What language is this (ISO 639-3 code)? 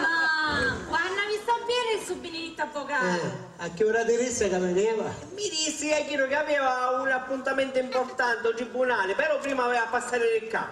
scn